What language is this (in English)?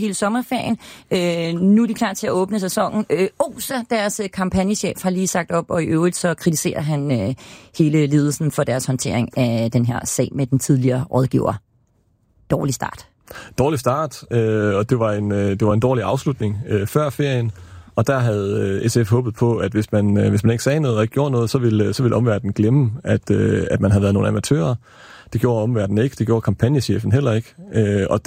Danish